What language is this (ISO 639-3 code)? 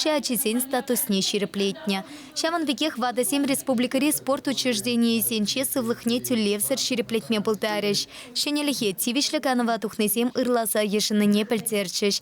chv